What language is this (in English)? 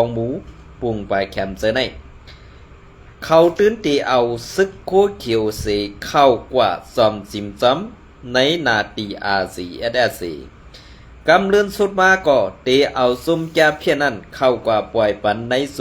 Shan